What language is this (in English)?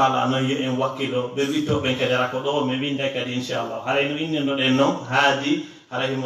Fula